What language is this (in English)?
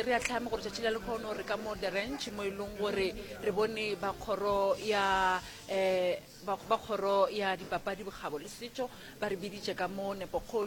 Northern Sotho